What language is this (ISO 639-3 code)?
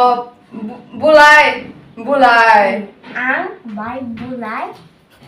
trp